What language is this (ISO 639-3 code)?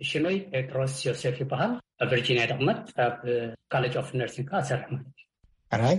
tir